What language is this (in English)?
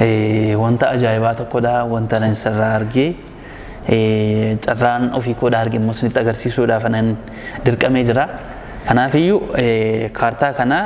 Oromo